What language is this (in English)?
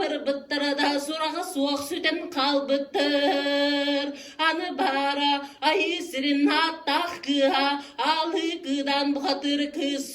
Yakut